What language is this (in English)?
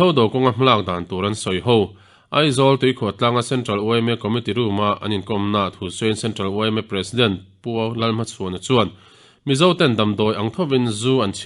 Mizo